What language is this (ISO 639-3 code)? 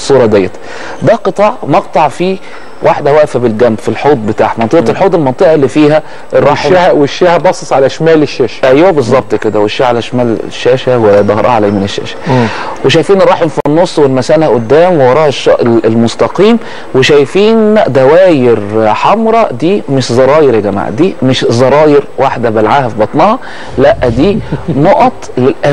arz